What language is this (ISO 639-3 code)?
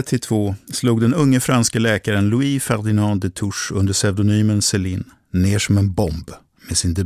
swe